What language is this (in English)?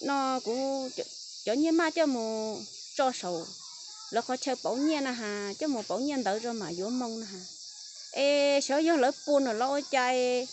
Hmong